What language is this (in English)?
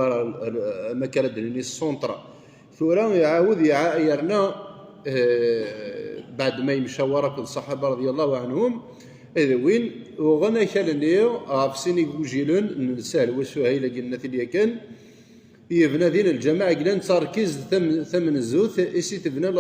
Kabyle